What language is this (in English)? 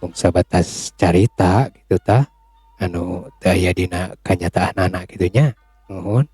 Sundanese